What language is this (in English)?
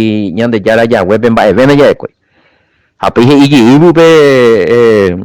Guarani